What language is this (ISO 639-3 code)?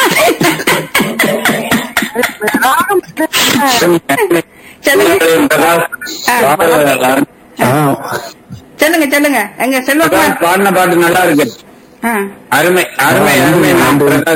tam